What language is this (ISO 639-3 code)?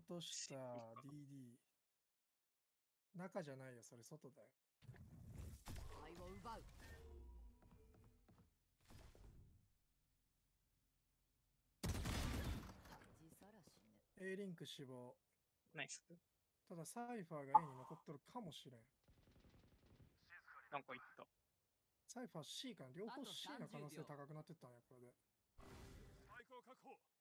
jpn